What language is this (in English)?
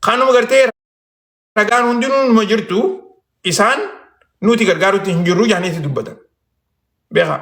Oromo